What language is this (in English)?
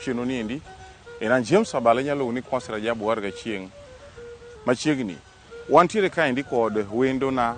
Luo (Kenya and Tanzania)